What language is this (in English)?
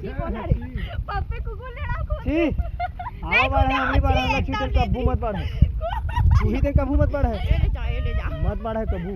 Chhattisgarhi